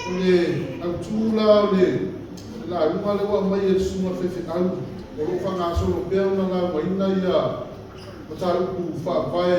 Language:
Samoan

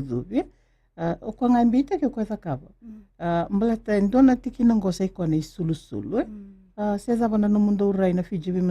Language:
Fijian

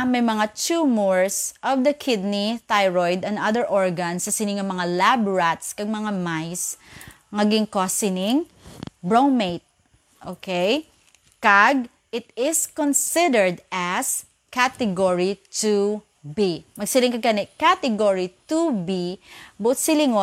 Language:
Hiligaynon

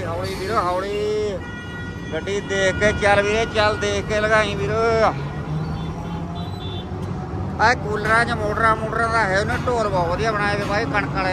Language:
Punjabi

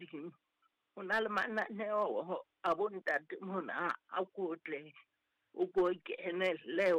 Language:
Southern Sotho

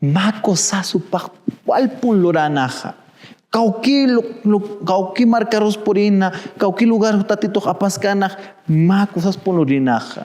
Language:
Aymara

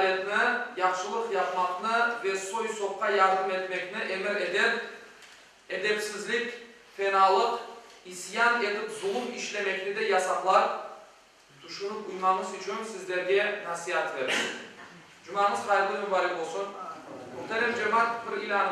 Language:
Crimean Tatar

